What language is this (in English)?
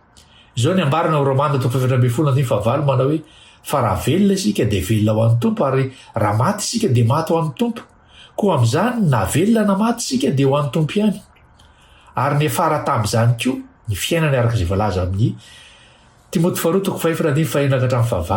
Malagasy